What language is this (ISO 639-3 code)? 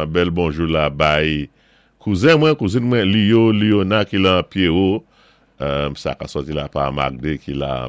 acf